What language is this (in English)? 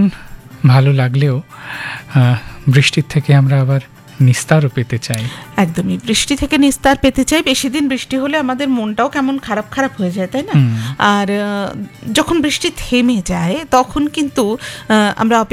Bangla